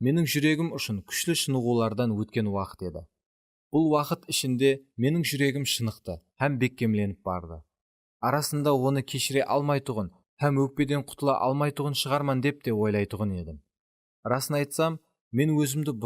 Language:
Kara-Kalpak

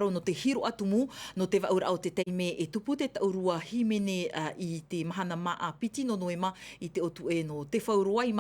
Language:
Tahitian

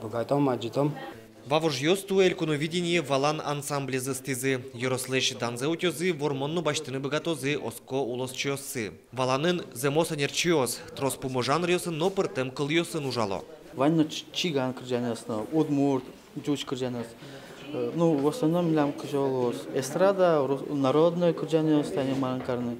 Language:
Udmurt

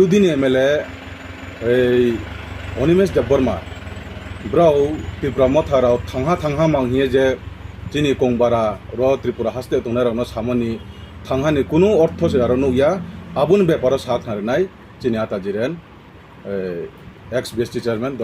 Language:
Riang (India)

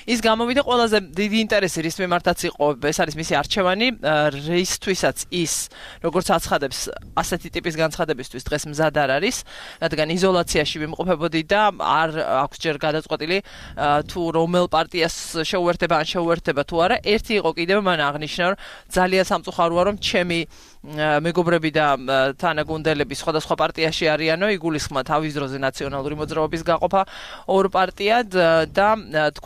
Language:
Georgian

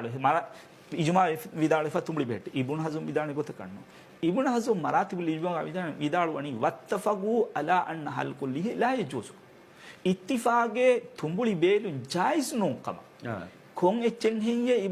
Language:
Divehi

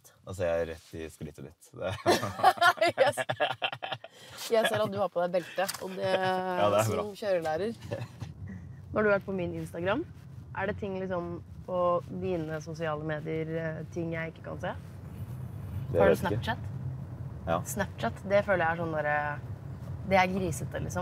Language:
Norwegian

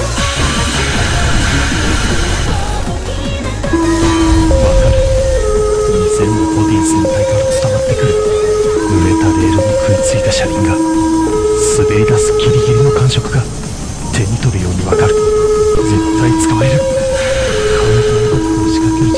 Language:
Japanese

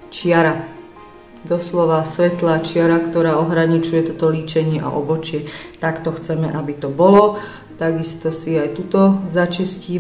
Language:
Slovak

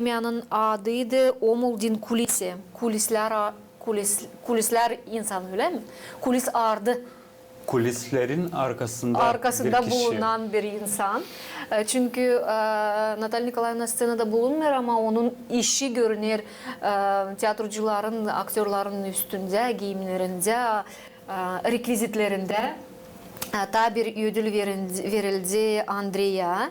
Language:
Gagauz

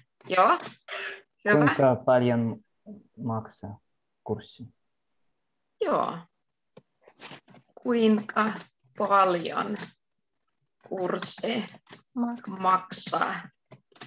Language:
Finnish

